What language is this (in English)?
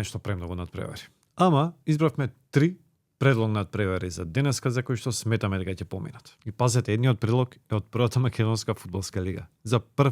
Macedonian